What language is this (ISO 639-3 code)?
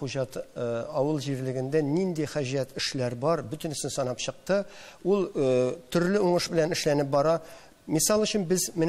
tat